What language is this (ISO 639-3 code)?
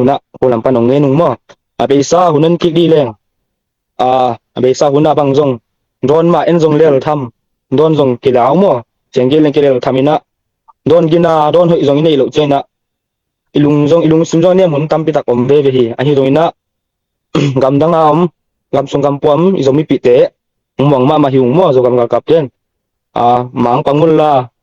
ctd